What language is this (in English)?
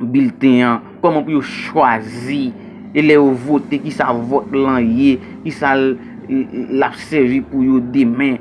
Haitian Creole